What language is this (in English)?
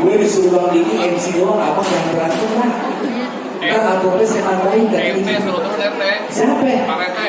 Betawi